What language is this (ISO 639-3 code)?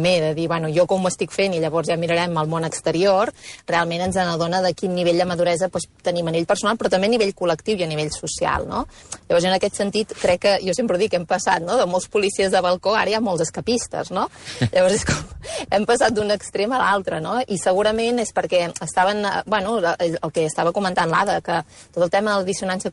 cat